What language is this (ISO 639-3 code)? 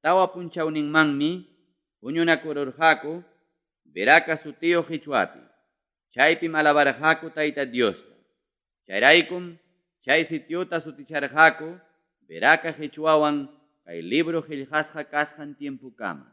quy